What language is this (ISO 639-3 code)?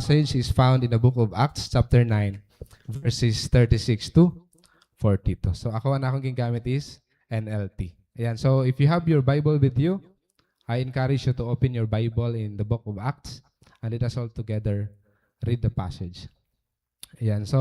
war